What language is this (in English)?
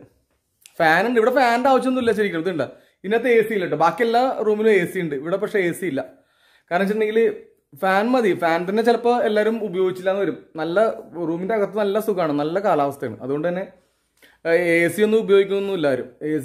Malayalam